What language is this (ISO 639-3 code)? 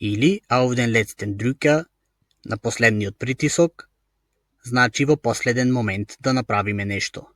mkd